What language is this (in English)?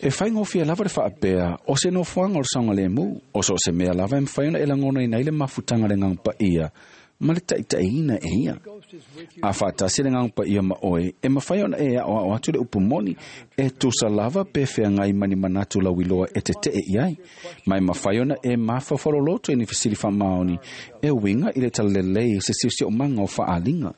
Samoan